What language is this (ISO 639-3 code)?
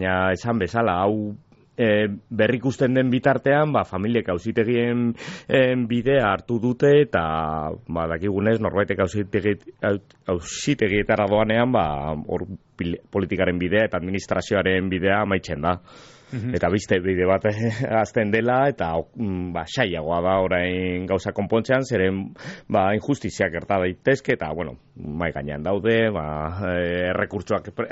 eus